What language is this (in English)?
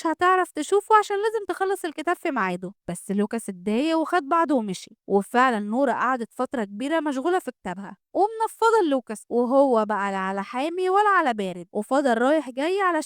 Egyptian Arabic